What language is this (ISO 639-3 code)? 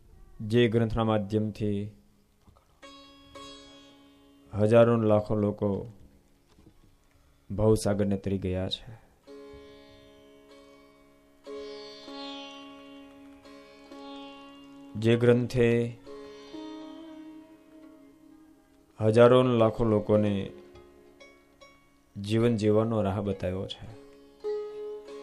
guj